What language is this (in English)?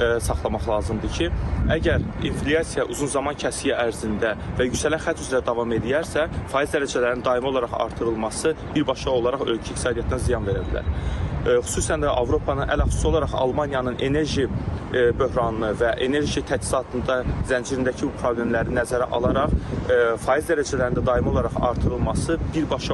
Azerbaijani